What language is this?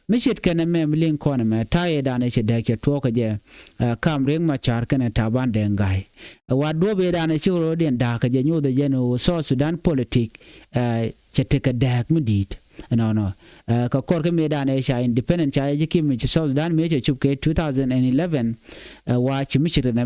Nuer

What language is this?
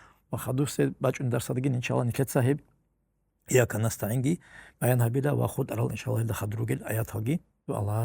Avaric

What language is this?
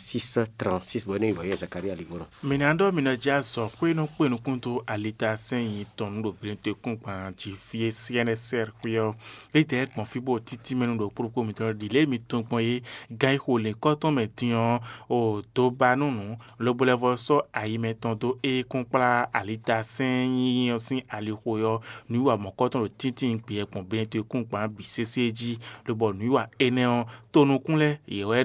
Fon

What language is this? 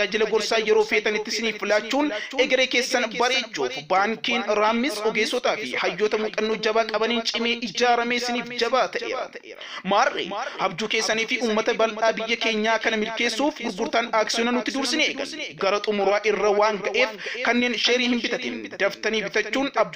Oromo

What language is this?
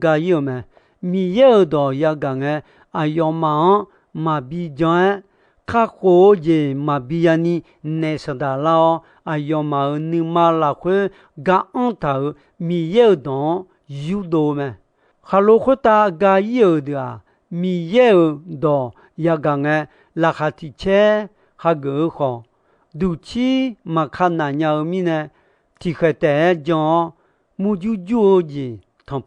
Akha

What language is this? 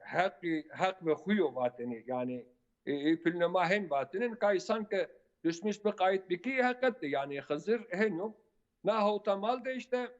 Zaza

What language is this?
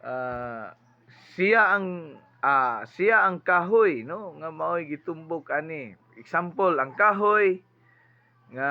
Cebuano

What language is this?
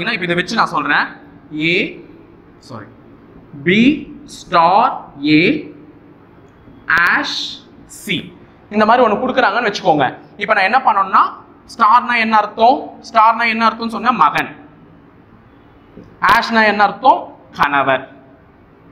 Tamil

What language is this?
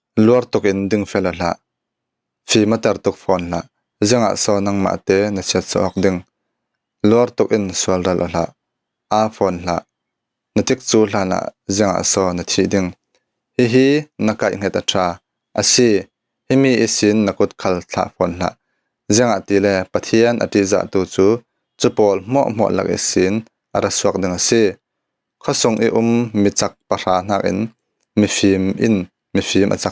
Falam Chin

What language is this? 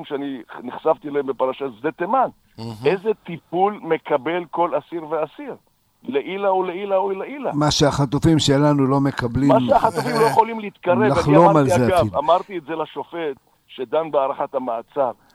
Hebrew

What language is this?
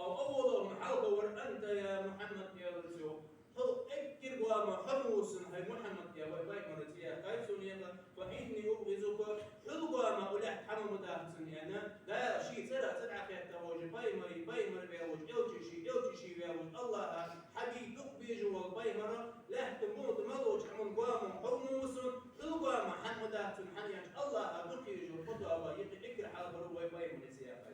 Ingush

